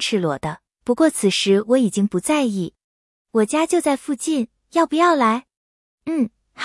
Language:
Chinese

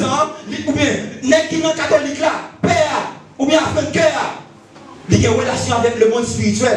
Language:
Haitian Creole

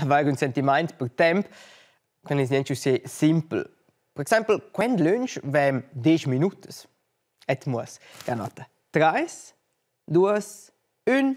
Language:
Romansh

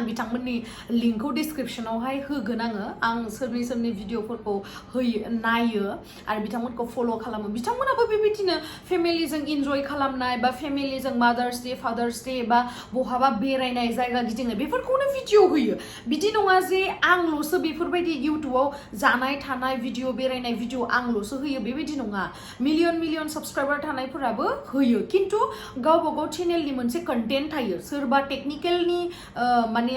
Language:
Bodo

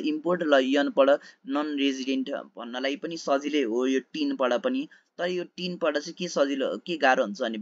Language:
Nepali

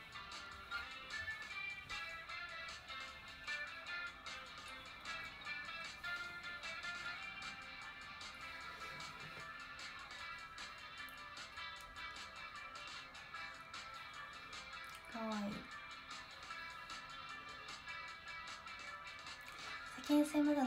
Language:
Japanese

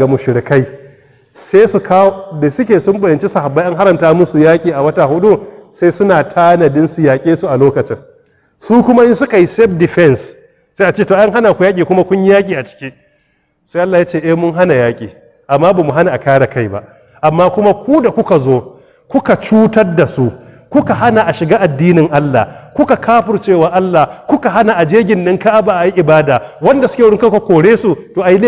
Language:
Hausa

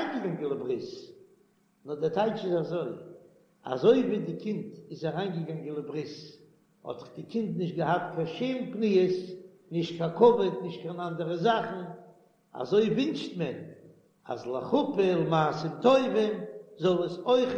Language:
Yiddish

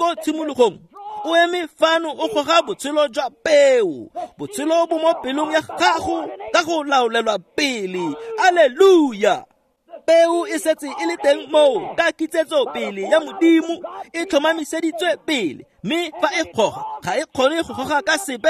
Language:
Tswana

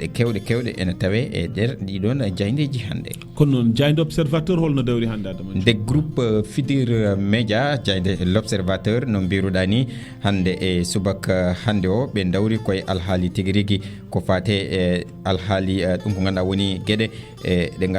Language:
Fula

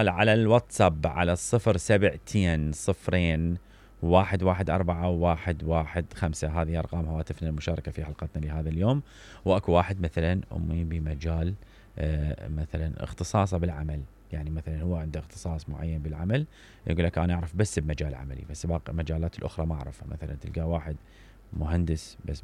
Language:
Mesopotamian Arabic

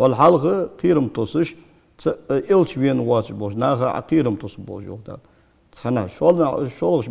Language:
Ingush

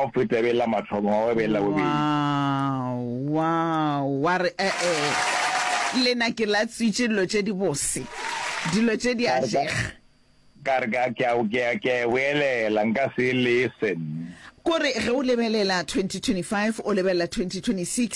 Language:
Northern Sotho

